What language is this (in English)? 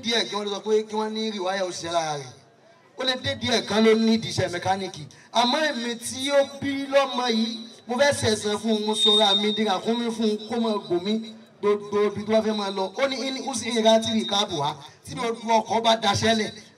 Yoruba